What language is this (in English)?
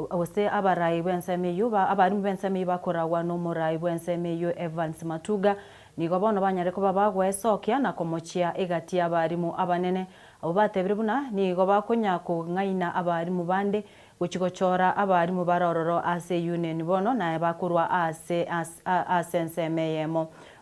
Gusii